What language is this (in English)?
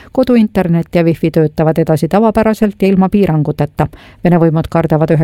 Estonian